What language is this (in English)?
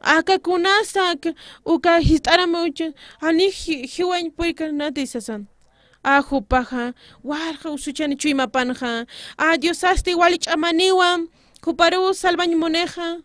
Aymara